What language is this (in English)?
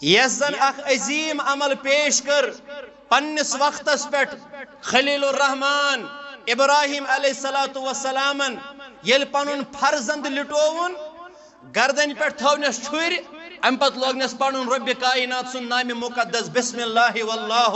Kashmiri